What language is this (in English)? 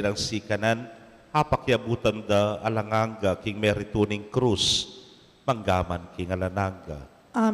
Pampanga